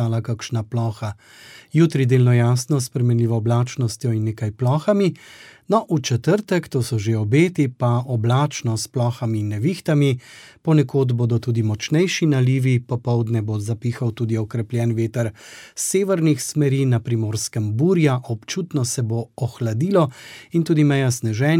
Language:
Slovenian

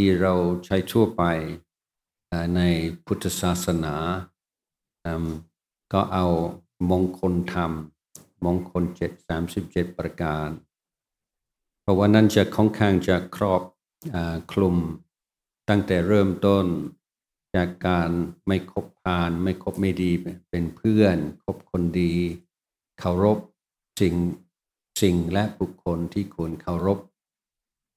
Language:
Thai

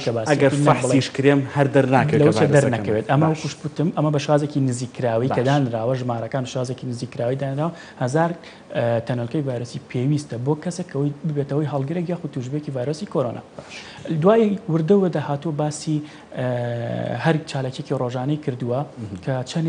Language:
Central Kurdish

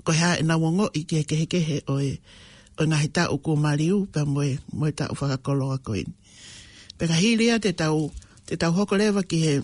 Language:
Tongan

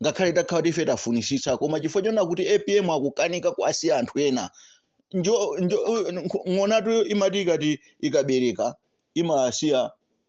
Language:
Nyanja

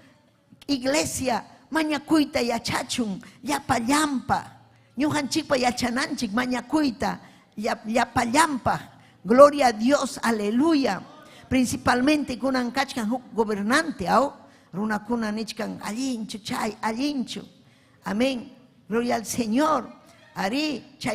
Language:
Ayacucho Quechua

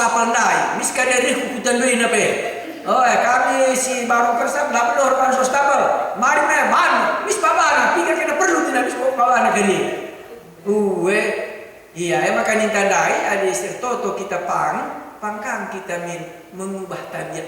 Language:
Batak Karo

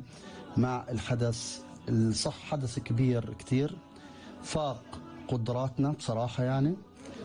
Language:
North Levantine Arabic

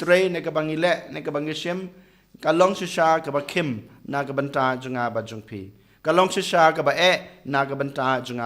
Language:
Khasi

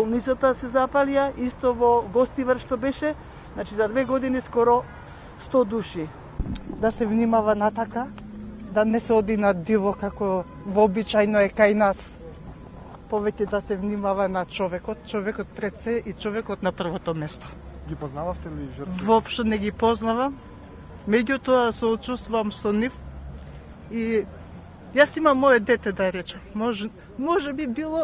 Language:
Macedonian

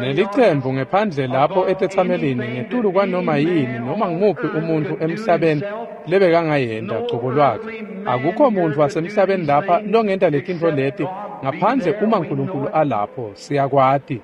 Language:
Swati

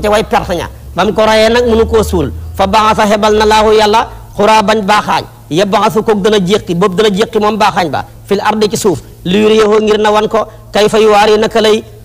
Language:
Wolof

